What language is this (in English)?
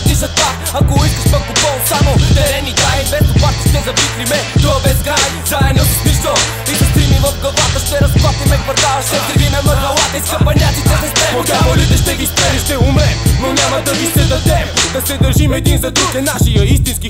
Bulgarian